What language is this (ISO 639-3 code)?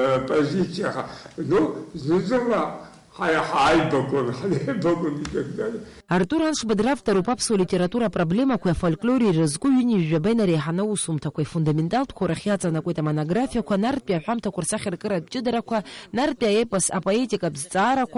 abk